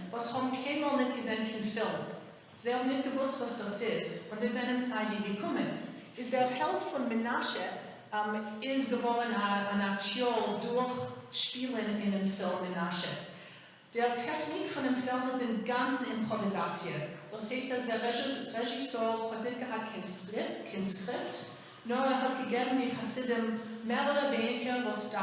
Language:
Yiddish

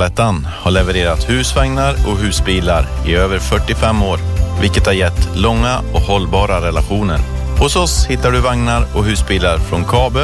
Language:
Swedish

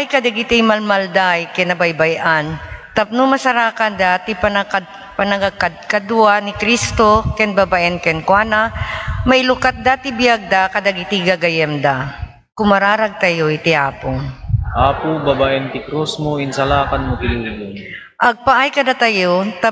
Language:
Iloko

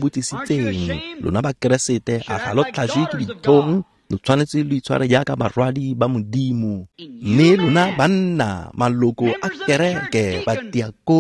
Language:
Tswana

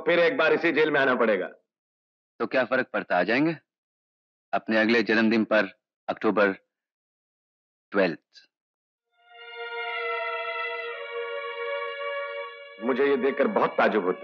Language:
Hindi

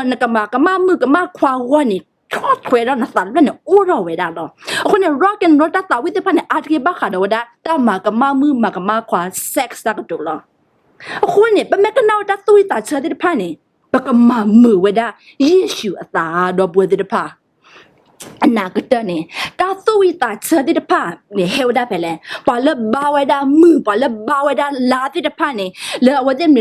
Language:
S'gaw Karen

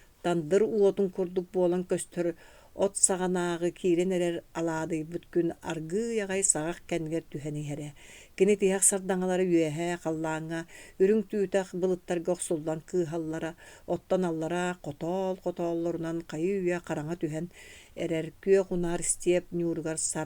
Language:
Yakut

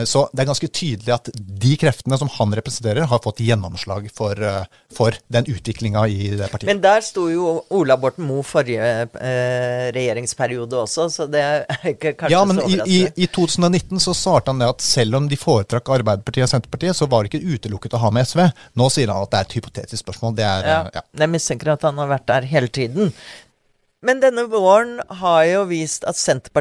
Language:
Norwegian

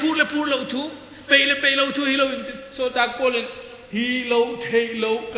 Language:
Paite Chin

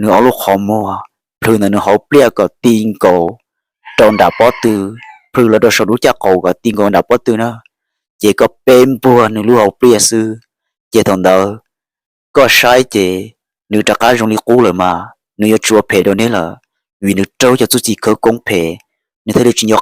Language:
Hmong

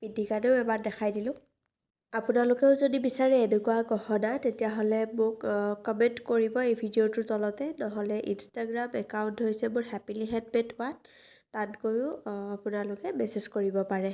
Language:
Assamese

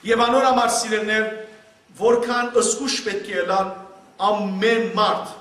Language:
Western Armenian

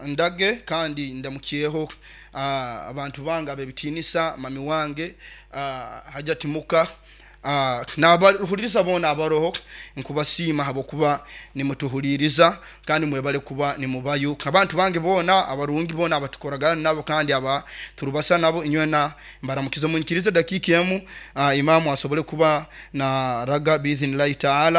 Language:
Nyoro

